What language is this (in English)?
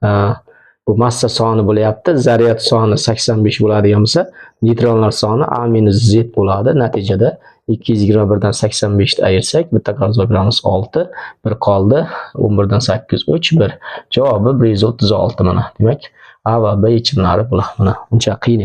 Uzbek